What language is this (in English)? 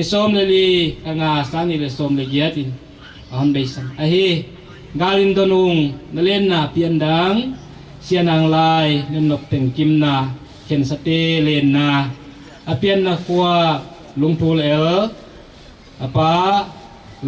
Paite Chin